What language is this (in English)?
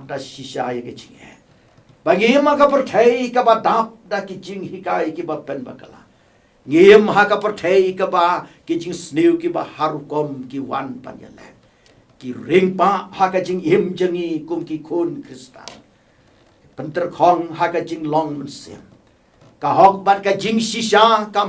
Khasi